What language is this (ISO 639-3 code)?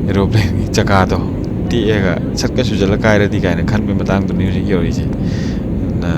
mni